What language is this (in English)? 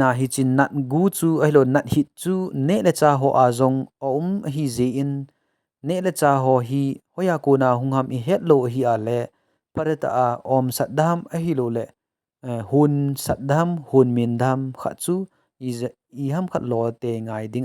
Thado Chin